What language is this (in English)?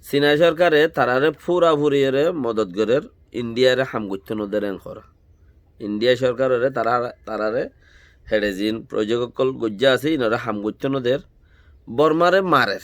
Rohingya